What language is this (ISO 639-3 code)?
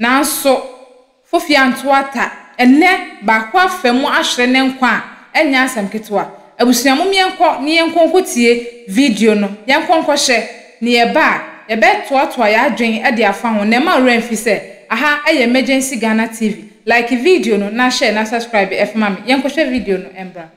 aka